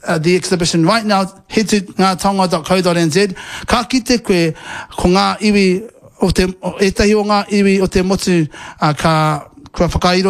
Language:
Māori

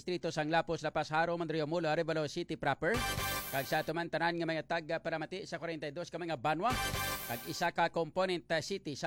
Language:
Hiligaynon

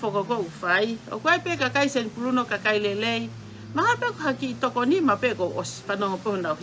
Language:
Tongan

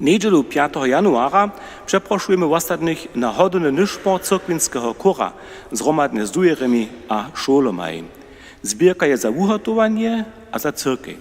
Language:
Upper Sorbian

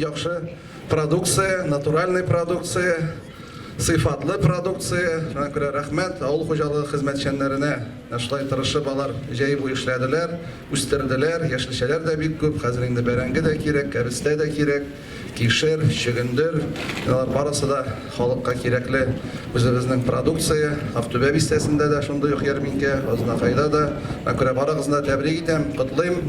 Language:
Tatar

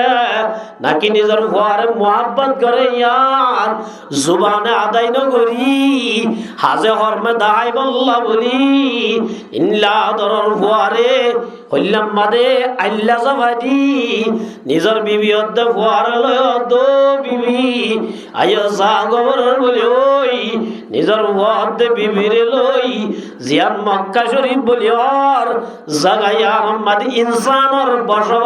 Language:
Rohingya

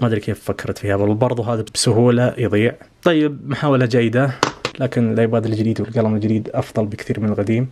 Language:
Najdi Arabic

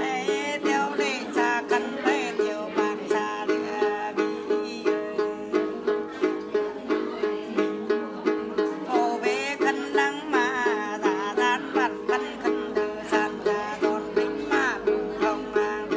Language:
Vietnamese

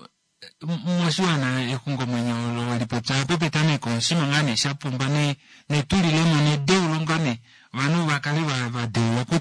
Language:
Kuanyama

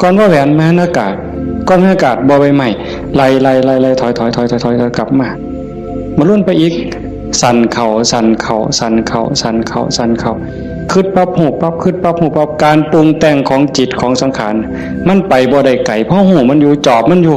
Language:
Northeastern Thai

